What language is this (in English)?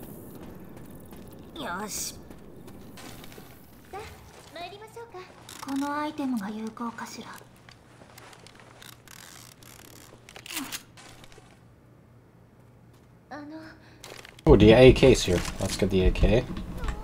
Japanese